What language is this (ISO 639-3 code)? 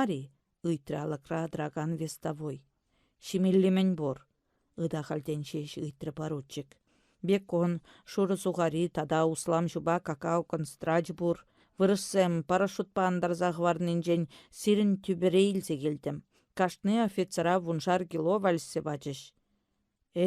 chv